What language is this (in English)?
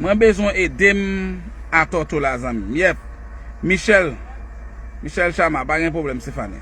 Haitian Creole